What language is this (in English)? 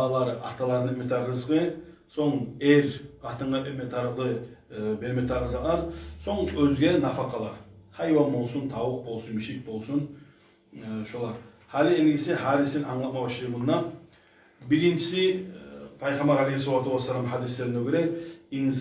Kumyk